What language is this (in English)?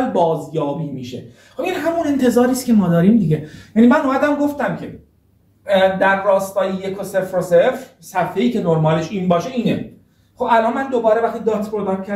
Persian